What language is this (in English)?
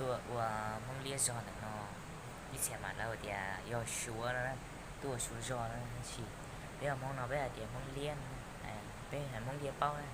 Hmong